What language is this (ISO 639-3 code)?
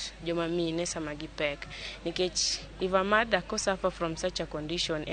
luo